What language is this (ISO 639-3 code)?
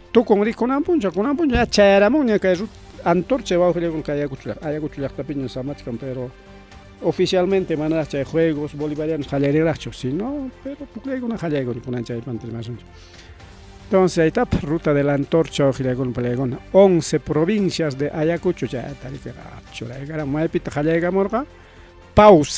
quy